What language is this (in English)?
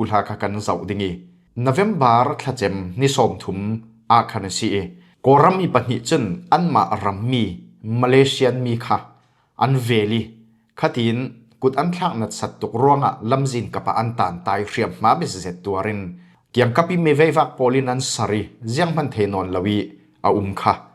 Falam Chin